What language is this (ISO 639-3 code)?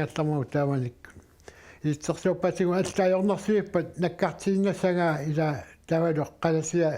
kal